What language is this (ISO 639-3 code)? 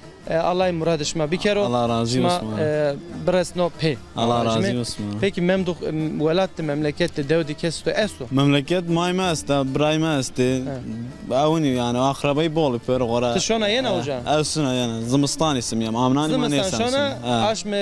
zza